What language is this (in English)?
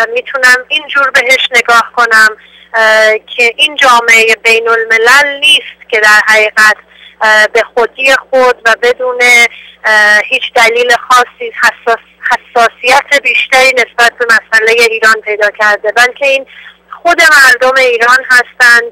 Persian